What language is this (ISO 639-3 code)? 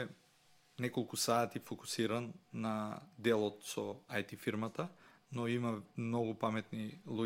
mkd